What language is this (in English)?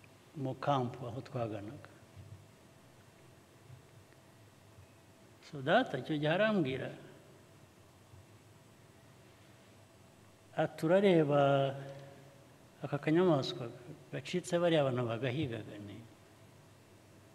Kinyarwanda